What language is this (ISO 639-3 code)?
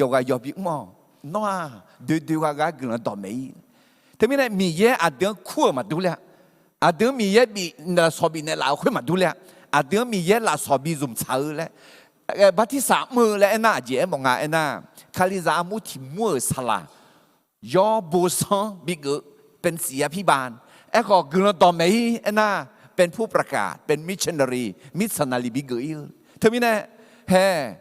ahk